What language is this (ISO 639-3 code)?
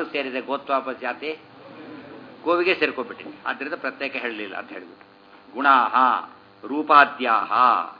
kan